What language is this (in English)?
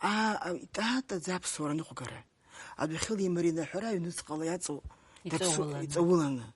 Abkhazian